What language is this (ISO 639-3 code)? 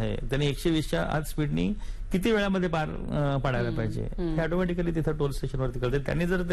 mar